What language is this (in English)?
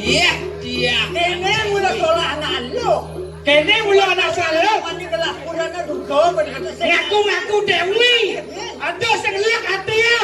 Balinese